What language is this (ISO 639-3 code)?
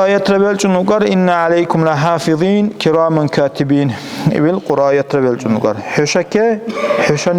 dar